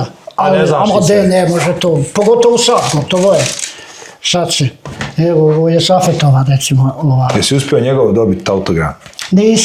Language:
Bosnian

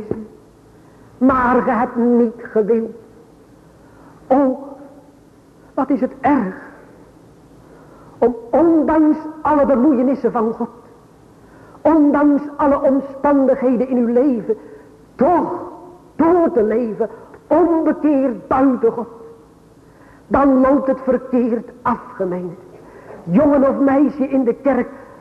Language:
Dutch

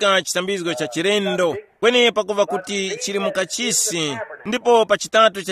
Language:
Tumbuka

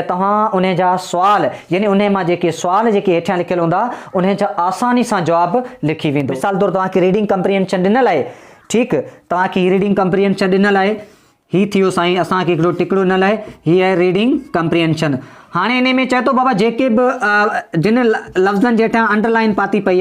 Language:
Sindhi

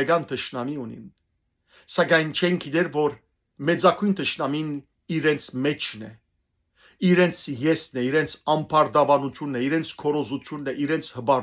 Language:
Western Armenian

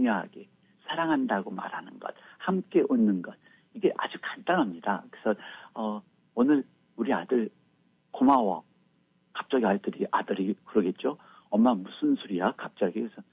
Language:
Korean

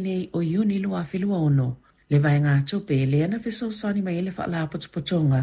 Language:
Samoan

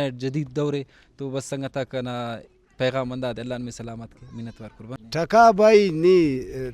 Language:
Brahui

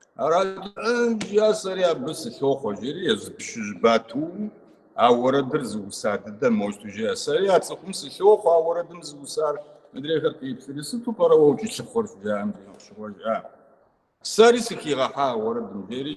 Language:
Kabardian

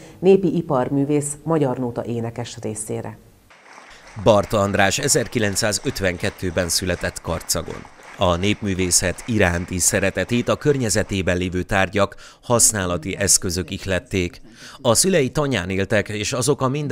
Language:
Hungarian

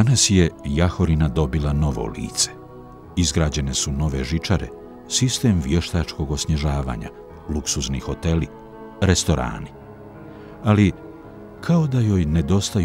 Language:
Bosnian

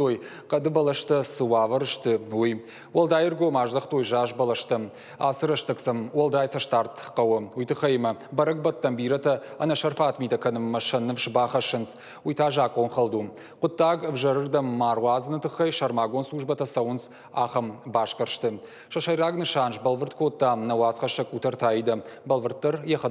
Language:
Ossetic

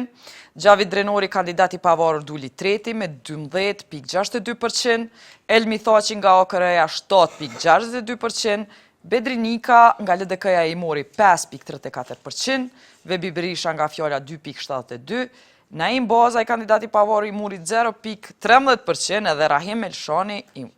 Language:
Albanian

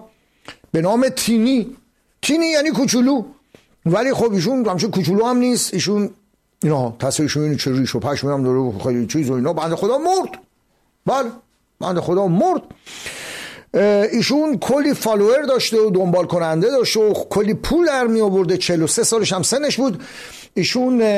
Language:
Persian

